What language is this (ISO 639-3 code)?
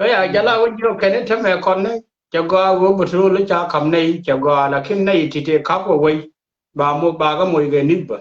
nus